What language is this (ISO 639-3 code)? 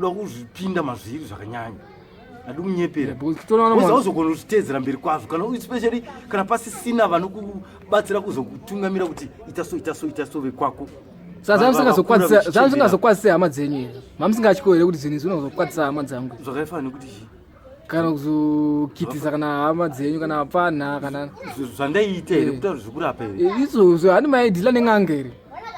sna